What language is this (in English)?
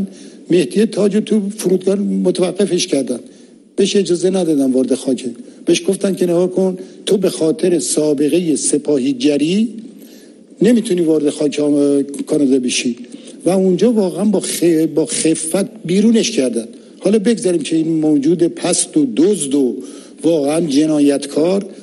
Persian